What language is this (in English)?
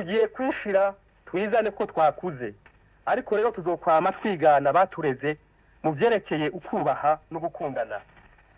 Rundi